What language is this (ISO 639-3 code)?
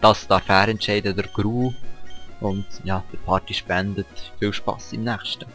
gsw